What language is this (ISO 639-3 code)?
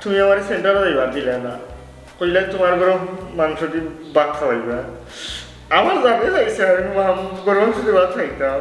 syl